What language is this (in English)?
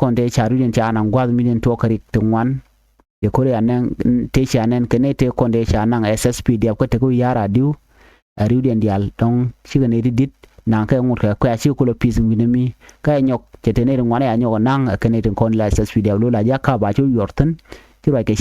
Nuer